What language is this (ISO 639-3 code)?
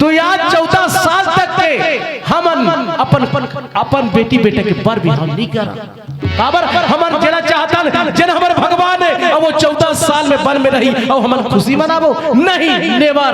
hne